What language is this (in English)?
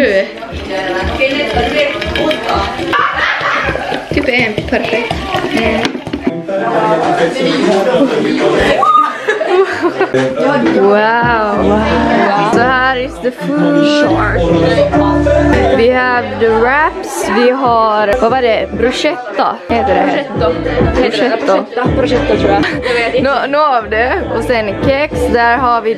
Swedish